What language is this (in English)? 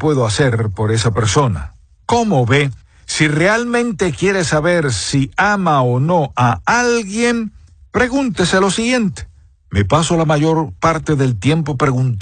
Spanish